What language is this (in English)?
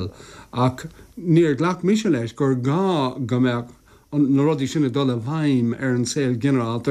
Irish